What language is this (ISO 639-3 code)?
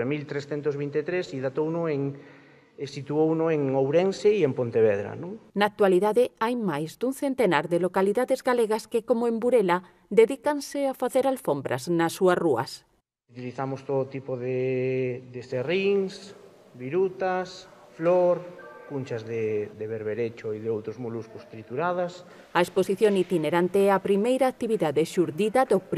glg